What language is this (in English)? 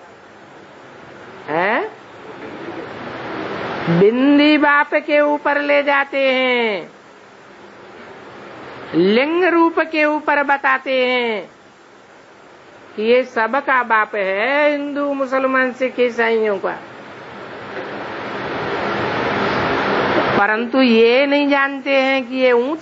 Hindi